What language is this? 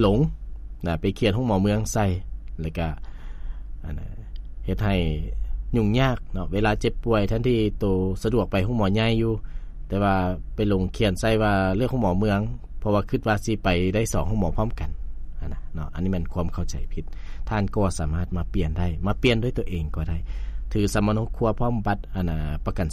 Lao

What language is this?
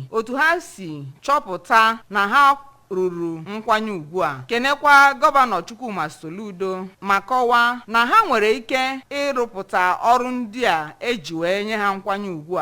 Igbo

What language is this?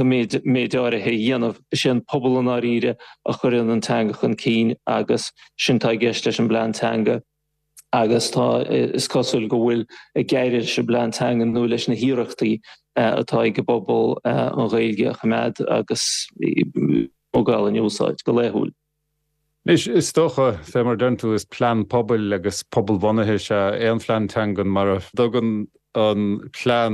Irish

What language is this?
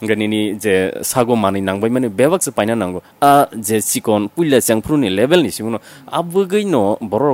Kok Borok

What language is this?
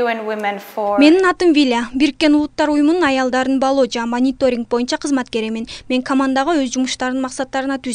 Kyrgyz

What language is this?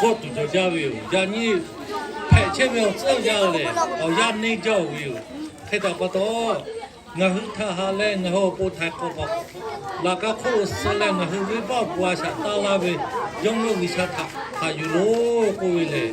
Lahu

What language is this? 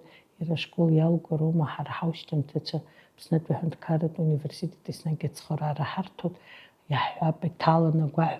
Abkhazian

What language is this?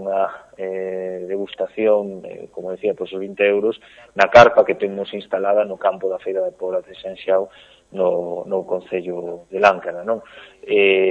Galician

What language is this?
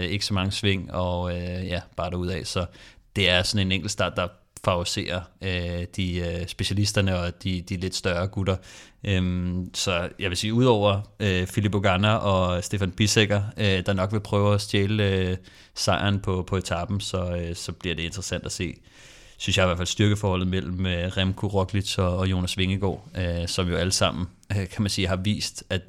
Danish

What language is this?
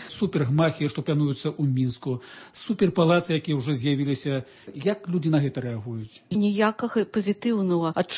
Belarusian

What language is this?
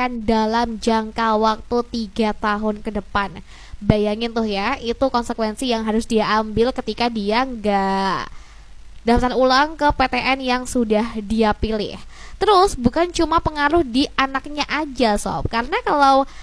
Indonesian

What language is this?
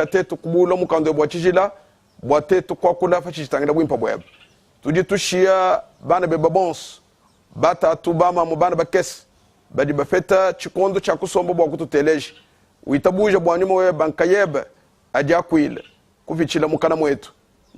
Luba-Lulua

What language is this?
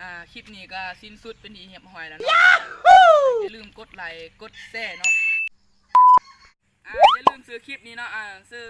Lao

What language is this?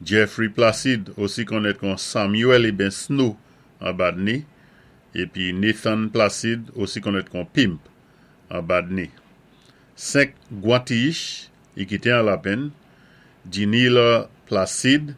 Saint Lucian Creole French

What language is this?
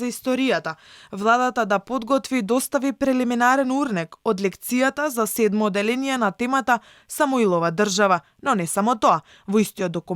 Macedonian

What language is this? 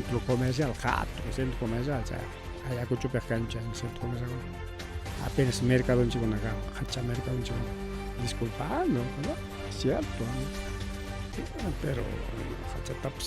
Ayacucho Quechua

